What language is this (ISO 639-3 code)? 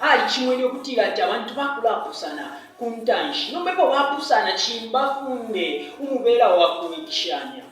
bem